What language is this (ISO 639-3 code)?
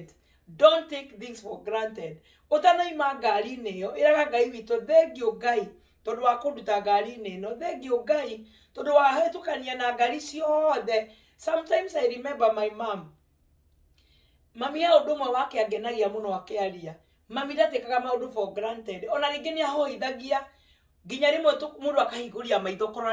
kik